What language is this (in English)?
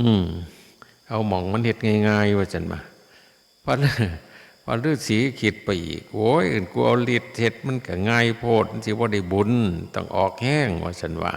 Northeastern Thai